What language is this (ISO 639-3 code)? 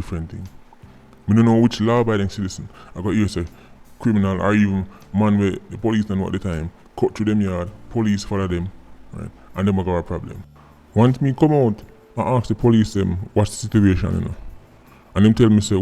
jam